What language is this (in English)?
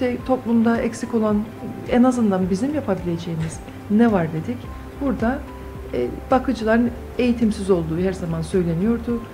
Turkish